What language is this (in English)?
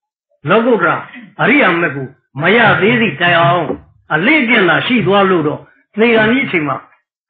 Burmese